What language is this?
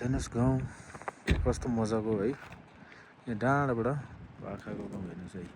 Nepali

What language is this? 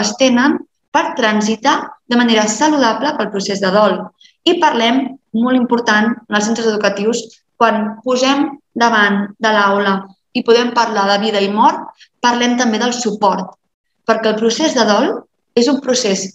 Catalan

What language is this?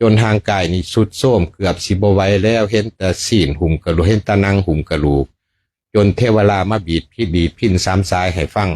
Lao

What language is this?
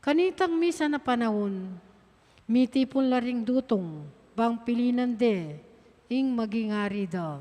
Pampanga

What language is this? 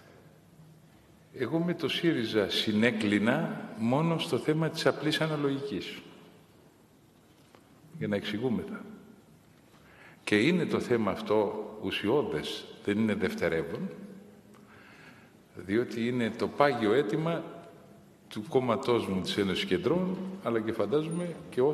Greek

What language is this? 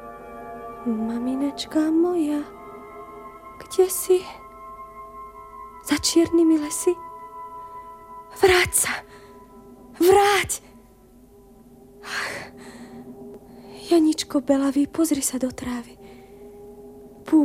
Slovak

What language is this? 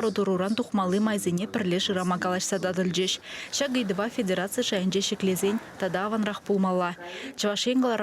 Chuvash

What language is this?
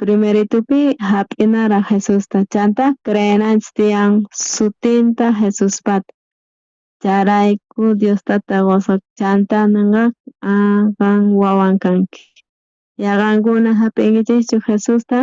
South Bolivian Quechua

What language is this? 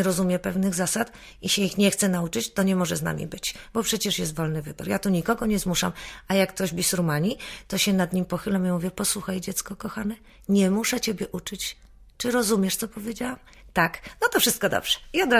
Polish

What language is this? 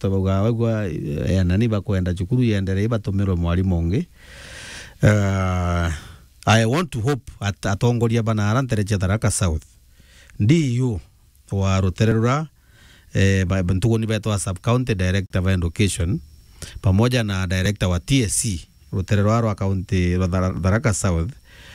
Meru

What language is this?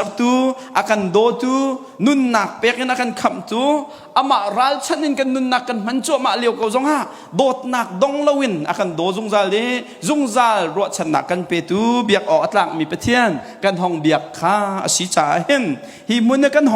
Hakha Chin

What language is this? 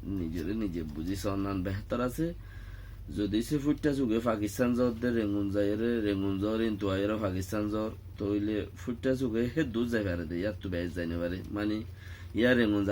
Rohingya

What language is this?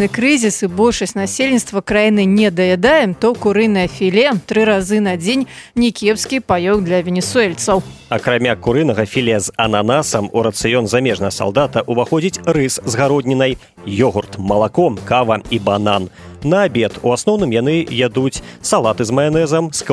Belarusian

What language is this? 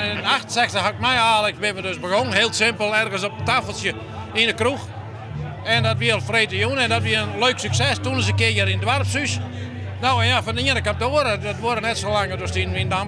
Western Frisian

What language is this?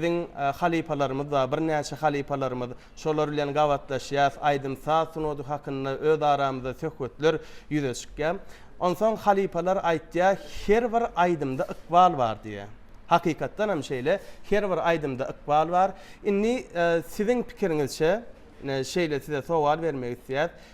Turkmen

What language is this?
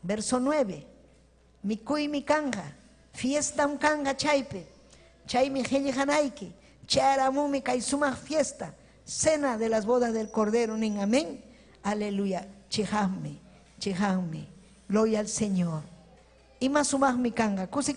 Ayacucho Quechua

